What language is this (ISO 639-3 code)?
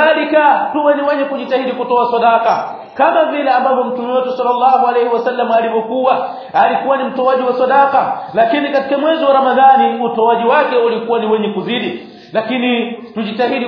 swa